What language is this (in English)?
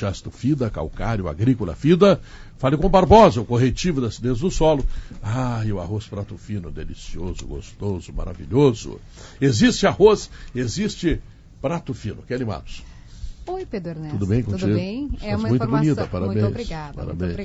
Portuguese